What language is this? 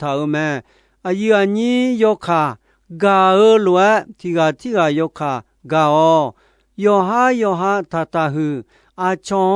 Akha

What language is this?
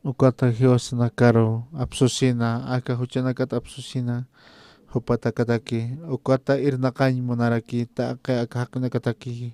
Aymara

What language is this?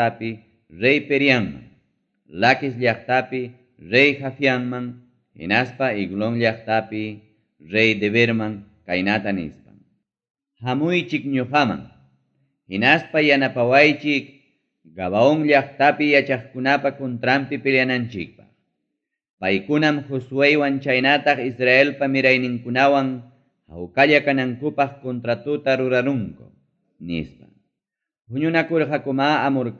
Ayacucho Quechua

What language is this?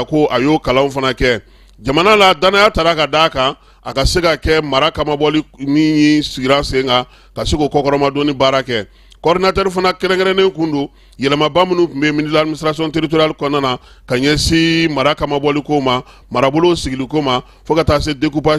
Bambara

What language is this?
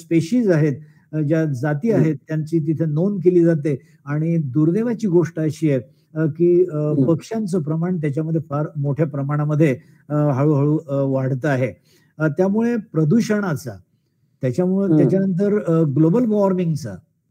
Marathi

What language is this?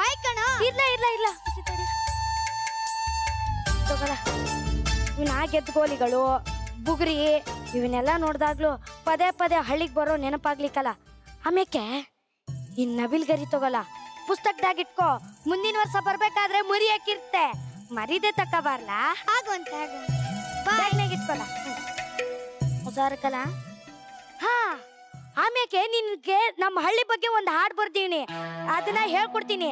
Kannada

